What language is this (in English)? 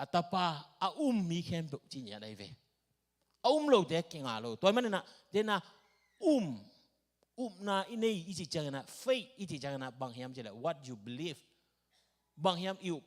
Tedim Chin